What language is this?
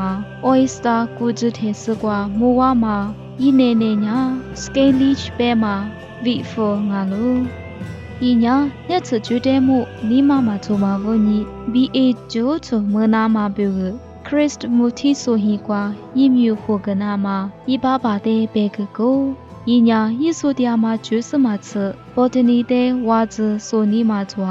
Lisu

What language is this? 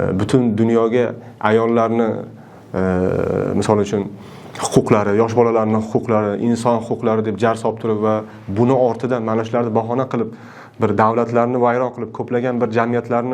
Uzbek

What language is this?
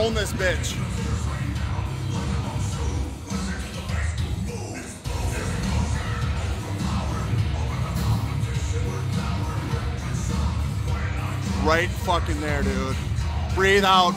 English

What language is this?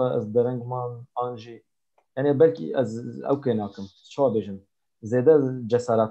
Kurdish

